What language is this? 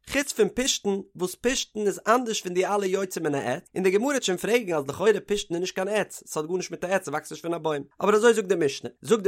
Yiddish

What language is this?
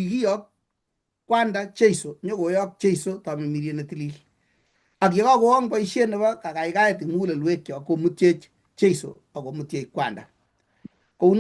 Kalenjin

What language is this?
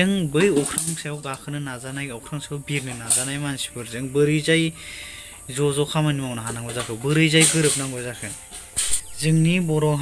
Bodo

